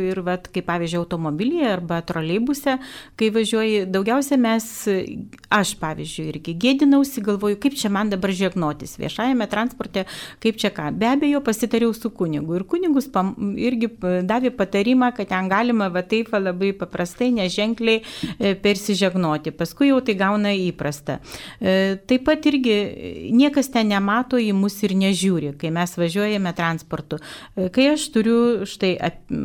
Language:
Lithuanian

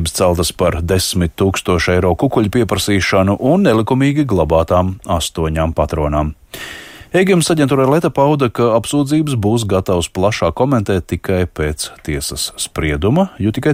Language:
Latvian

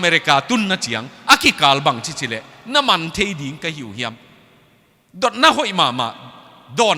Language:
Tedim Chin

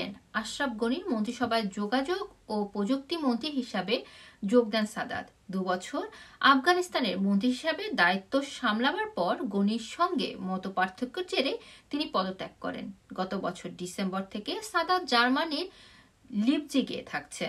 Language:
Bangla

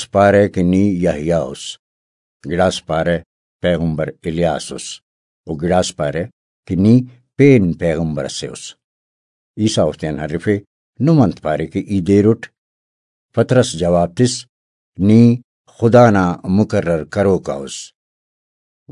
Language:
Brahui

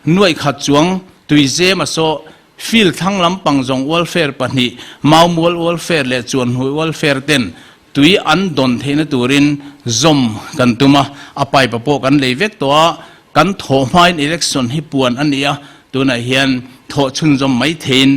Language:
Mizo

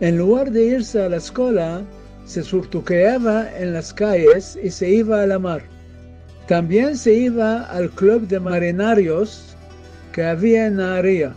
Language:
Ladino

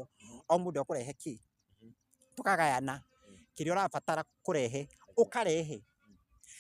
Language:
Kikuyu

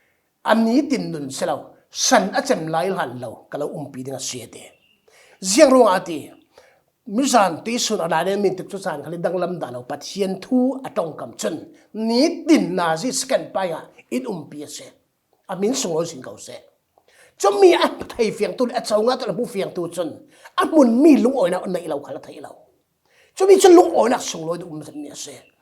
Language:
Falam Chin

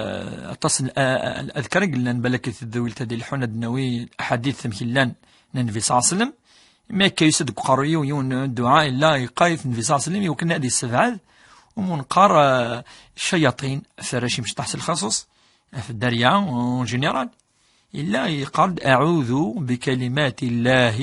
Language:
Kabyle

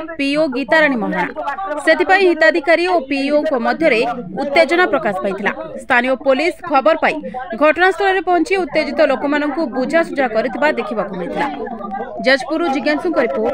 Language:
Odia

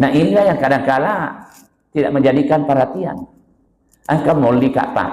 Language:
Buginese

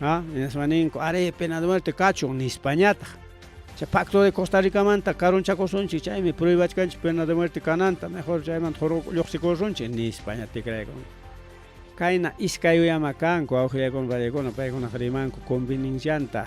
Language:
Ayacucho Quechua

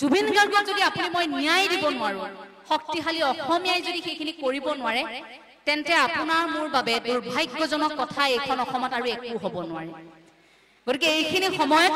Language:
Assamese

